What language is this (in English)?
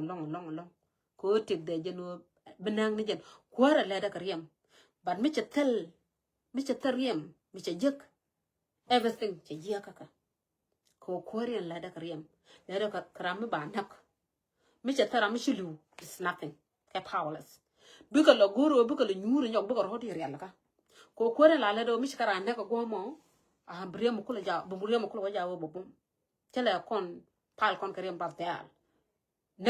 Nuer